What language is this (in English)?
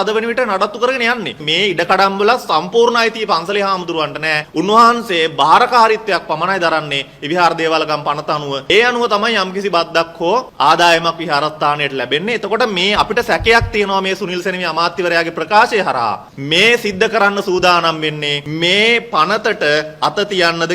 Sinhala